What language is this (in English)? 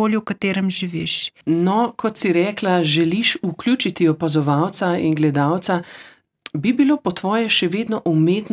Slovenian